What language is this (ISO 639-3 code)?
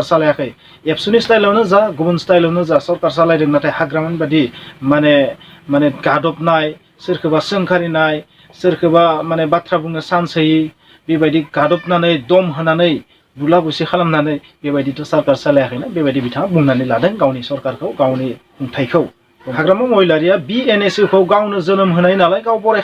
brx